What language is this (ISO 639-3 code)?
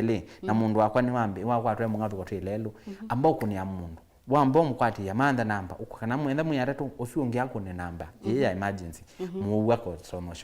kam